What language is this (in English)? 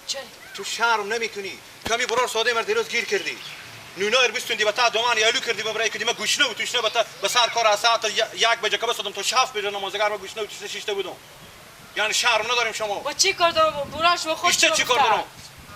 Persian